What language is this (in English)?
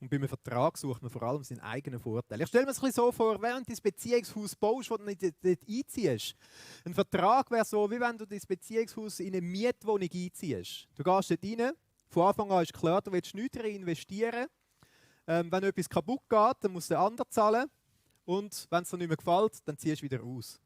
Swiss German